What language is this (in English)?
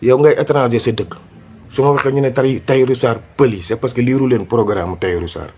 Wolof